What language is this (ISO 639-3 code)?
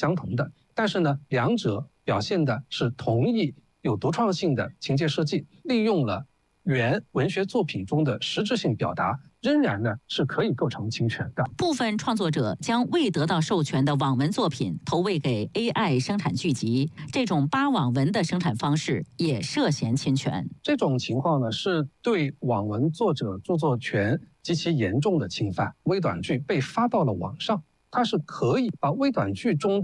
zho